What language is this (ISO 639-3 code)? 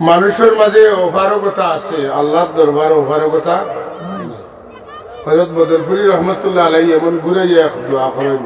syl